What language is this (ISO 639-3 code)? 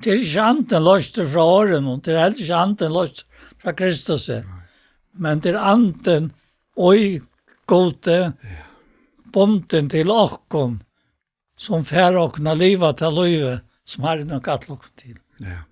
fao